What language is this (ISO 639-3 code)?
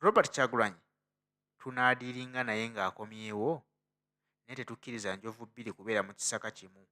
lug